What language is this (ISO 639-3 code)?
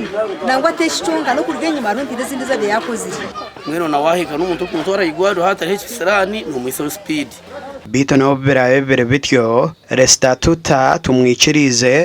nyn